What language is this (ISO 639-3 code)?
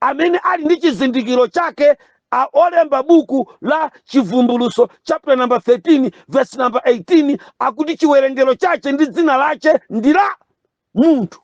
nya